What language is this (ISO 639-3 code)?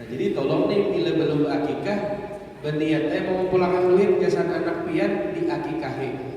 bjn